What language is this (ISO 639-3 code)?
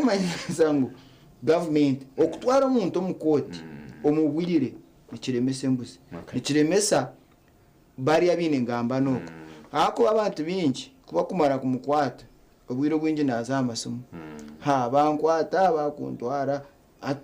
nyn